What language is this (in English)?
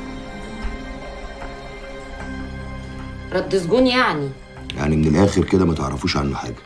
Egyptian Arabic